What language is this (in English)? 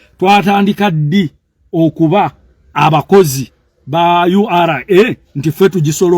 Ganda